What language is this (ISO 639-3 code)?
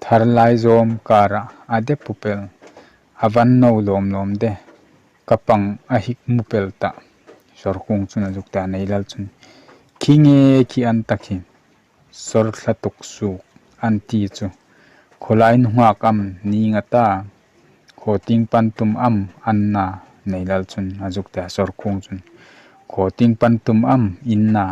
hmr